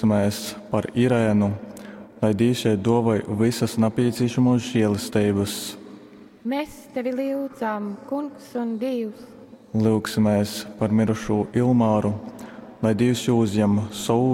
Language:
Latgalian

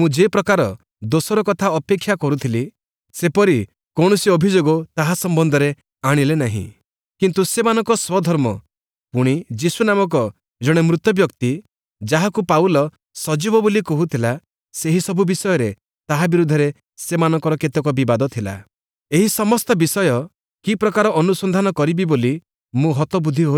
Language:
Odia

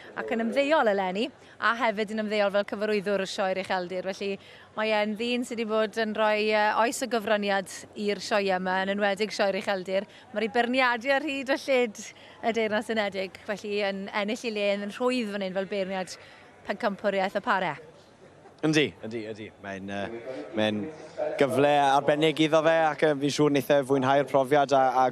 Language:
Welsh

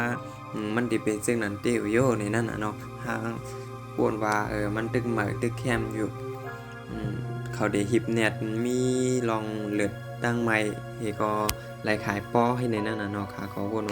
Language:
Shan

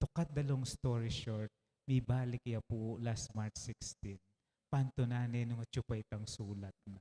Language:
Pampanga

